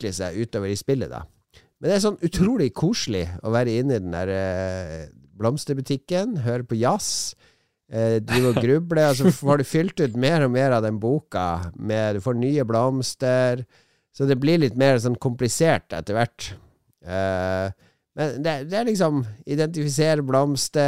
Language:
Norwegian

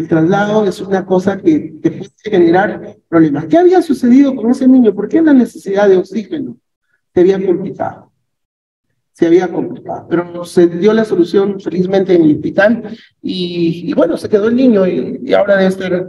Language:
Spanish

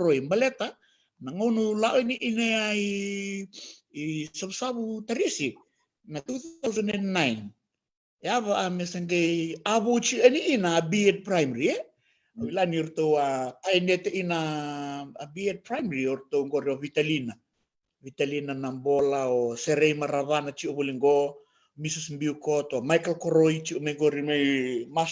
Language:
Fijian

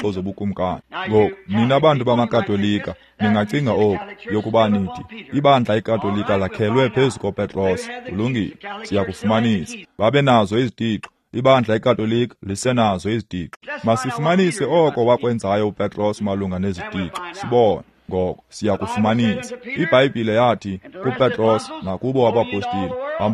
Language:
Xhosa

